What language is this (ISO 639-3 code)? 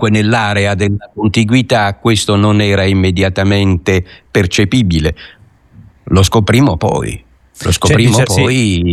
ita